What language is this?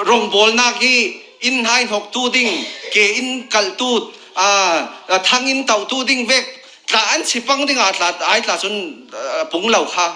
Falam Chin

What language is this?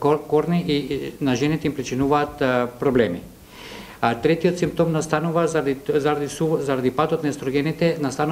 Macedonian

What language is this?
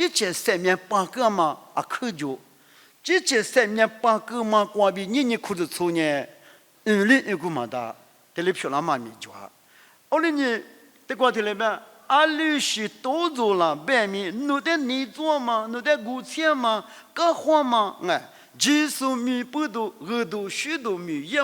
Lisu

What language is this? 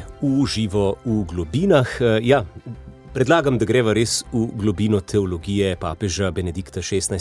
Slovenian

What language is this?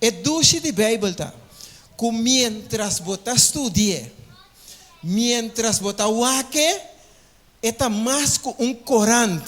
Papiamento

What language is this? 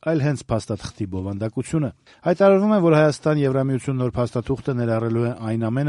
Armenian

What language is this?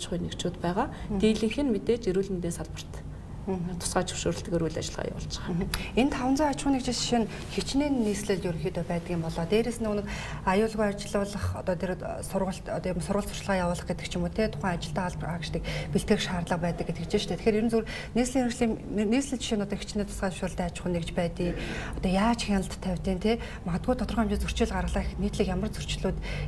Mongolian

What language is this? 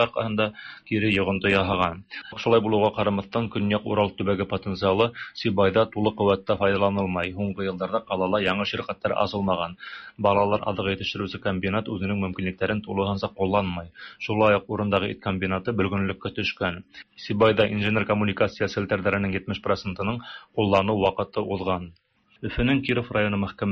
Tatar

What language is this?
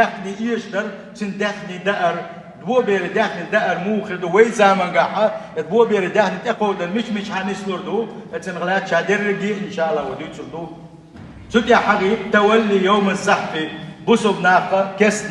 Chechen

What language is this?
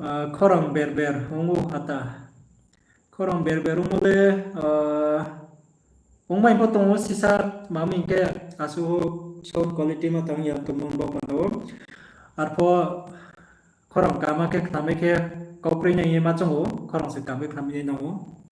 Riang (India)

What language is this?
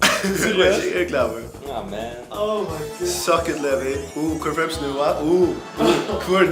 Faroese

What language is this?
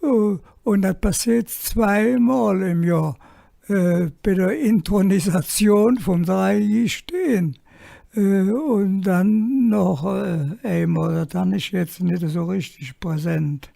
Colognian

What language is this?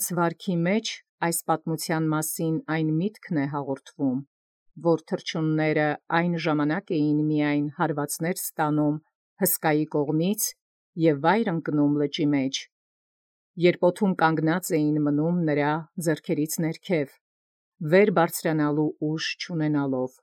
Armenian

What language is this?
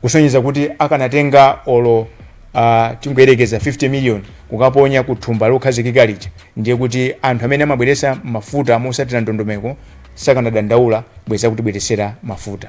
Nyanja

